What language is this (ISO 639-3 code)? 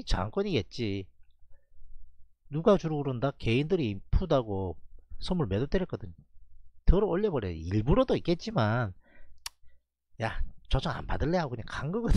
kor